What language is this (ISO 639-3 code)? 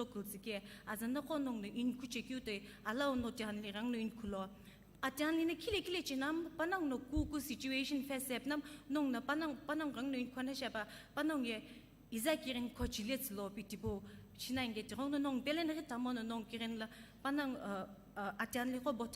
nsm